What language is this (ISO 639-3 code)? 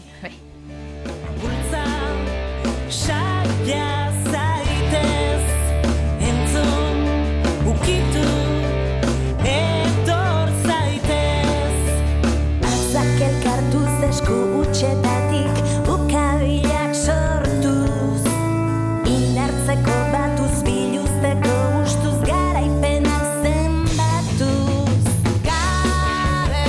eus